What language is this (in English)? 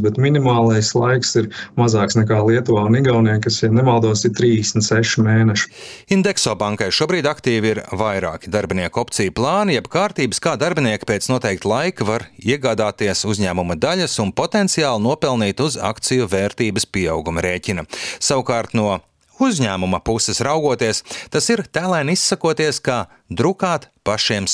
Latvian